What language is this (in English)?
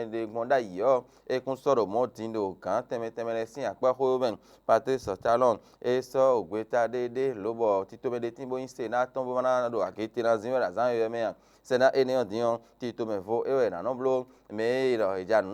Fon